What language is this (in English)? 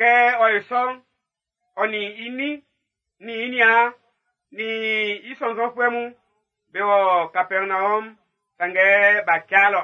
Baoulé